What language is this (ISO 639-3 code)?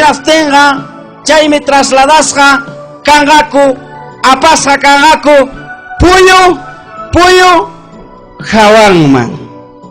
quy